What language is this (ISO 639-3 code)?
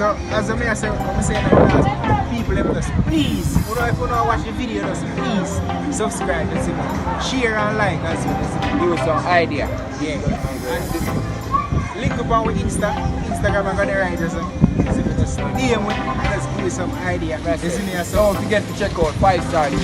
jam